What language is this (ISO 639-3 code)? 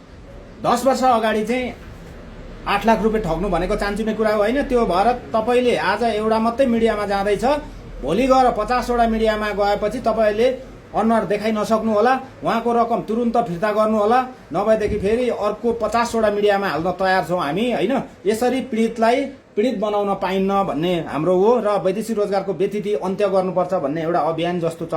nep